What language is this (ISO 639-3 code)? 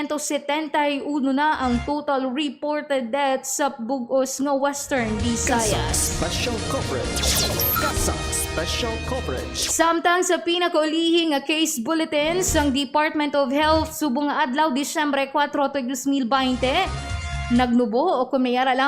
hil